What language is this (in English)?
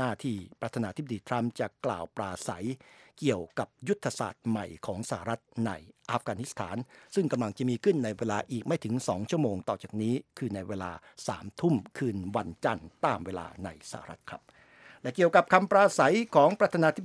Thai